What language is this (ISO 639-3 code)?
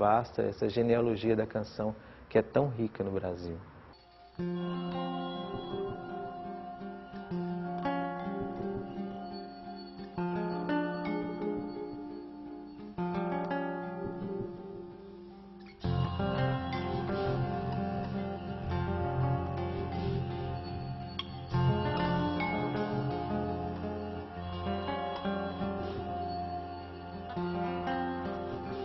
por